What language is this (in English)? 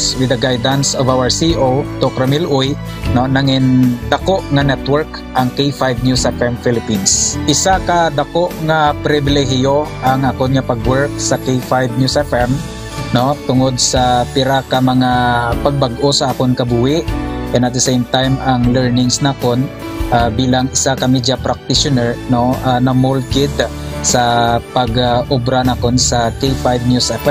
Hiligaynon